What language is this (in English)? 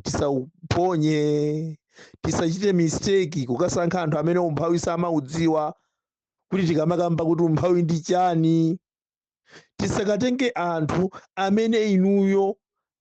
Nyanja